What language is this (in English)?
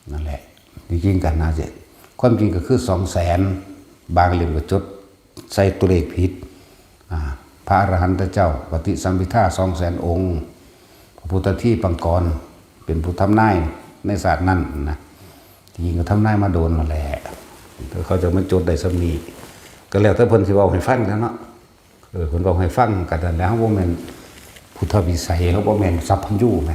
Northeastern Thai